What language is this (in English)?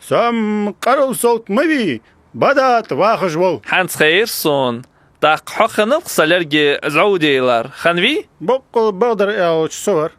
Ingush